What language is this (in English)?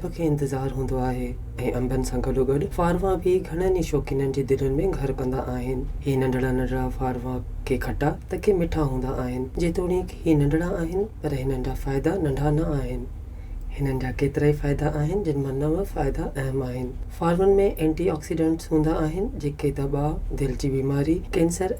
Sindhi